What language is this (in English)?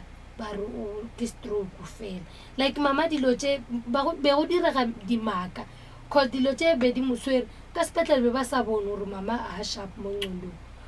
Northern Sotho